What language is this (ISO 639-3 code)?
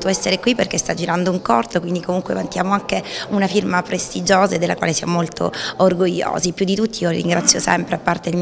ita